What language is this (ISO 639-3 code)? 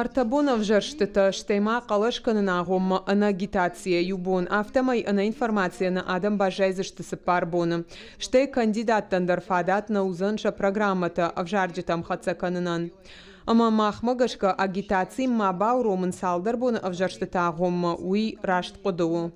oss